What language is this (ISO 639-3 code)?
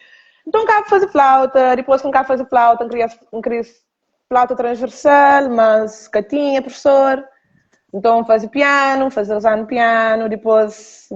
kea